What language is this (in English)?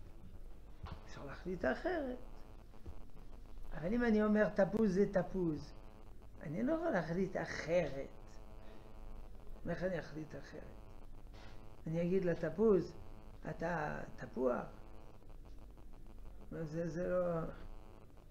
Hebrew